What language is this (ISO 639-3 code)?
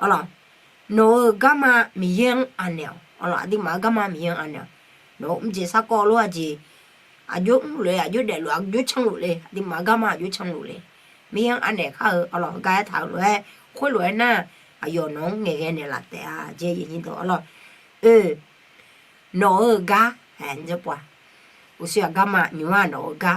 ahk